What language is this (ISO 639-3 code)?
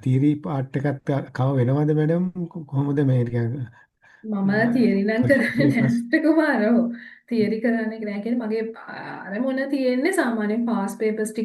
sin